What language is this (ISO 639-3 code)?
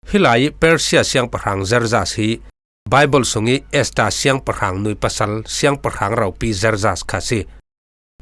cfm